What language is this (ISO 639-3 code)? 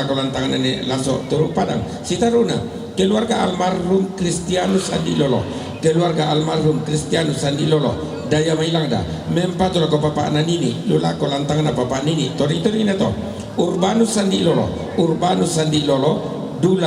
sda